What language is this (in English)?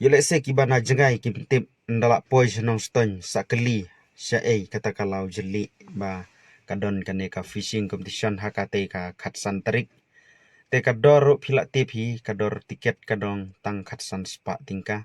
Khasi